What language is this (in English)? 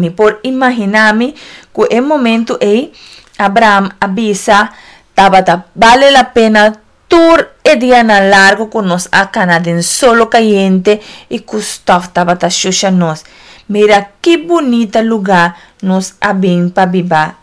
Papiamento